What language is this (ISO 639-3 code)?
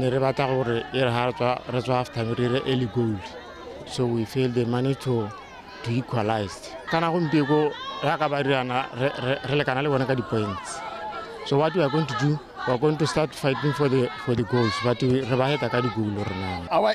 tsn